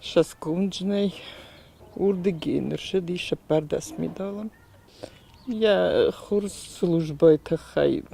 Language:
Ossetic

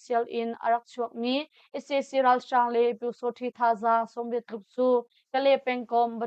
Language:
Hakha Chin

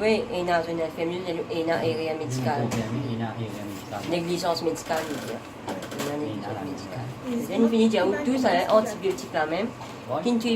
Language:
Morisyen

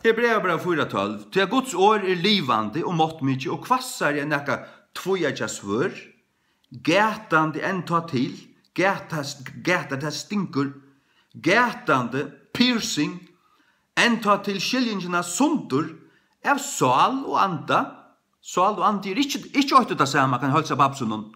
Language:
Faroese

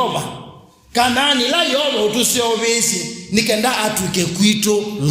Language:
Kamba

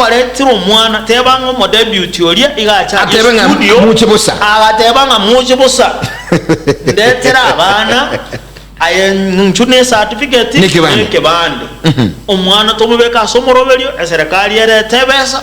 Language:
Gusii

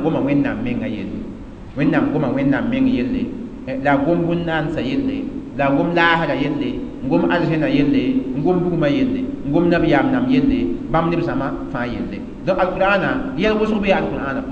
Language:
Mossi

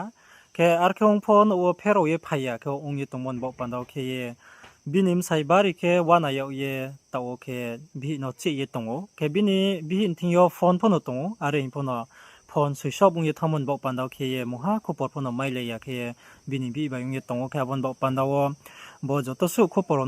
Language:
Riang (India)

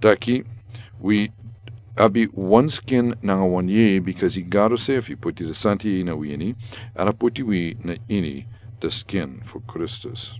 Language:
Sranan Tongo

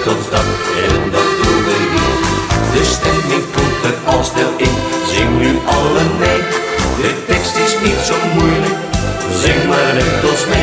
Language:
Dutch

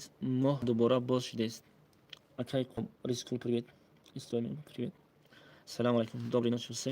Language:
Tajik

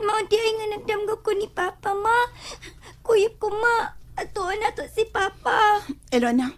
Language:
Cebuano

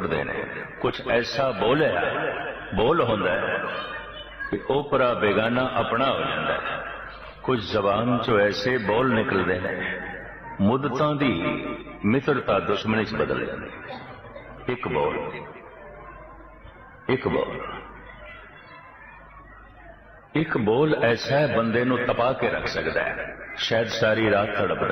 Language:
Punjabi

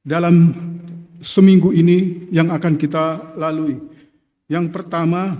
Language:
Batak Simalungun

